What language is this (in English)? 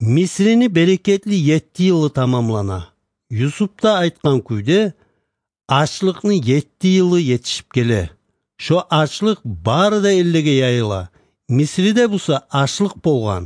Kumyk